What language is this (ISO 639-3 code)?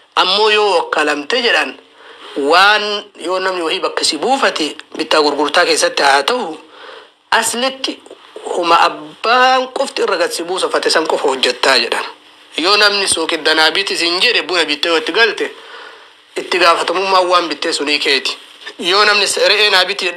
orm